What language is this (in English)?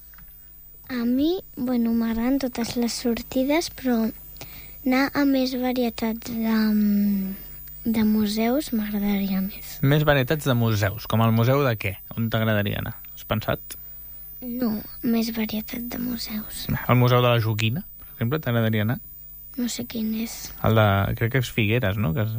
Catalan